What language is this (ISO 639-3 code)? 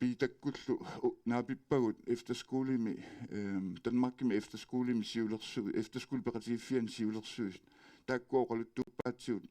kal